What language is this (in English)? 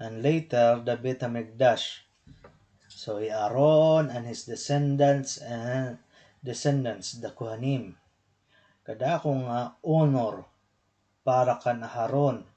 Waray